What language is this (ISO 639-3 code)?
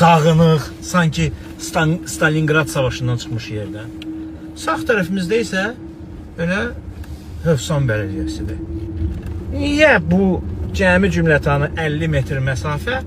aze